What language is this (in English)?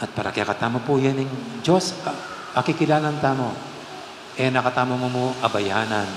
Pampanga